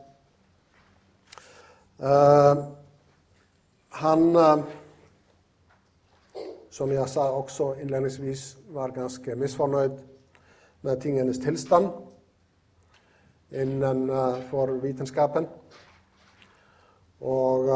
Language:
Norwegian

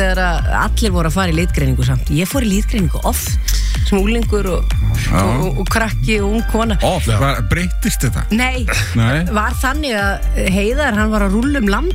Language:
Icelandic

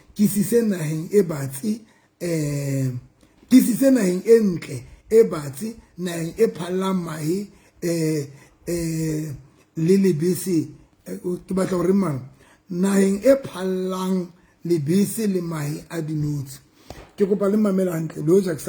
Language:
Southern Sotho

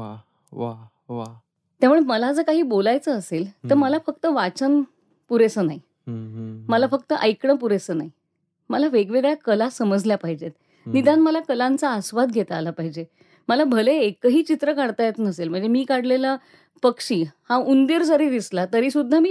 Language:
Marathi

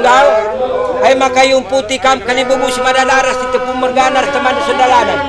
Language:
Batak Karo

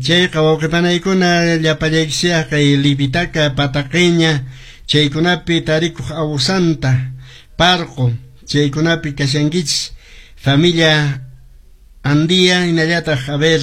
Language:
Quechua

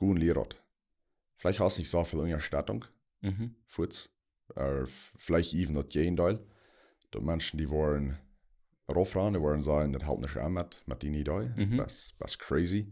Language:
Plautdietsch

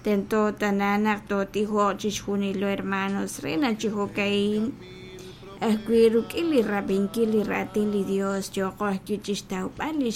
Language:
Kekchí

